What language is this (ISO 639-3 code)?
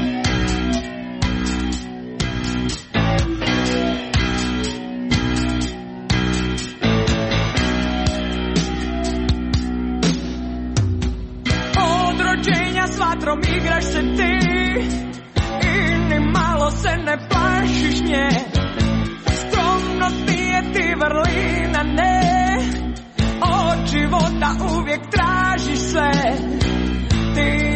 hrv